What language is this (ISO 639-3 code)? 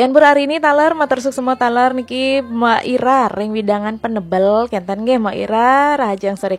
ban